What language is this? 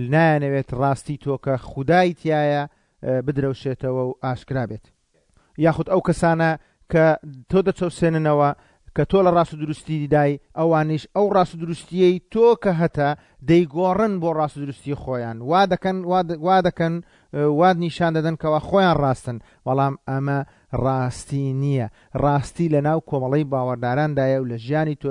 Central Kurdish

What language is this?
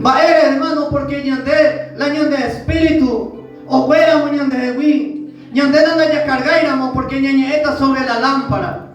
Guarani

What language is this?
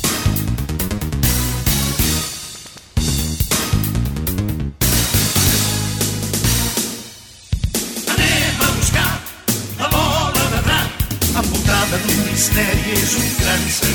Catalan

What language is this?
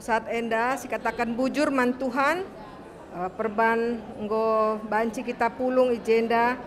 Batak Karo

